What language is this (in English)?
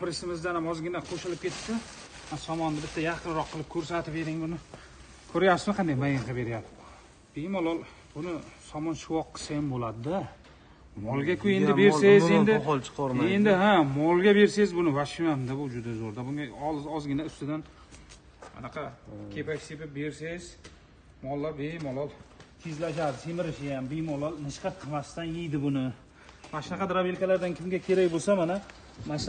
Uzbek